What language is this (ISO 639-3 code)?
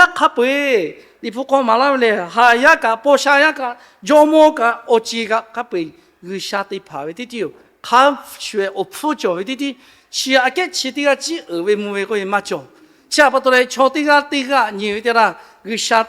lhu